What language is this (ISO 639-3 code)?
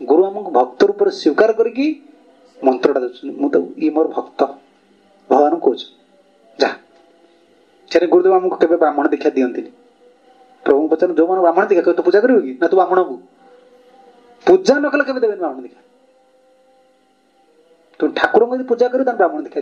ori